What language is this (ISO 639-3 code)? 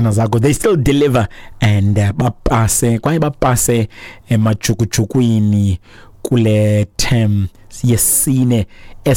xho